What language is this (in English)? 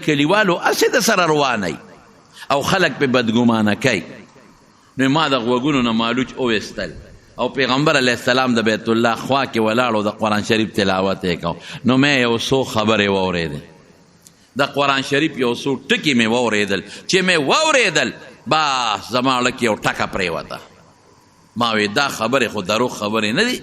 Pashto